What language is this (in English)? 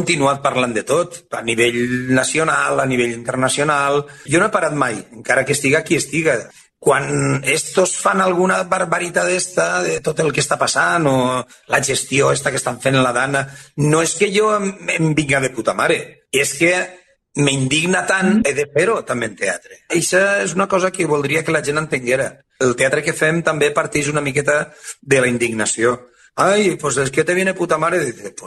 Catalan